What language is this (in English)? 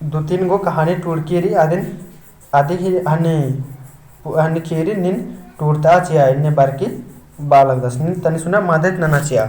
Kurukh